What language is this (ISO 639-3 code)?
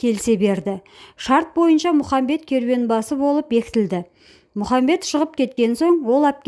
kaz